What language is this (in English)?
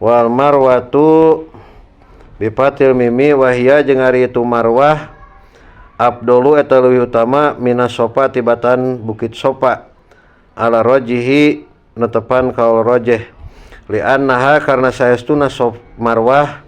Sundanese